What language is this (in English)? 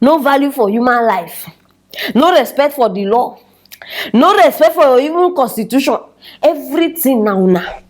Nigerian Pidgin